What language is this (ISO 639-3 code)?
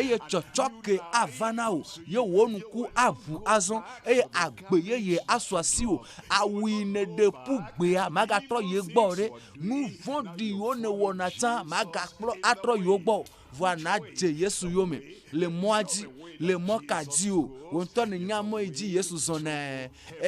ewe